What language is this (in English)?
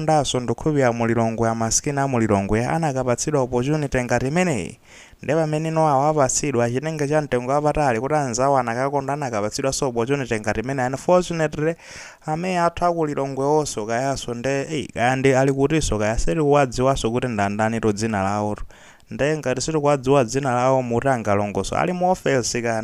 Nyanja